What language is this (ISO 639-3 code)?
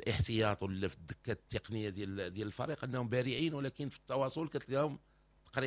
ary